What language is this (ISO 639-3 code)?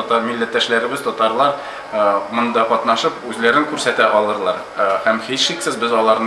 tat